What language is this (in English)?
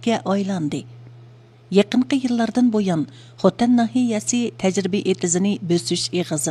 Uyghur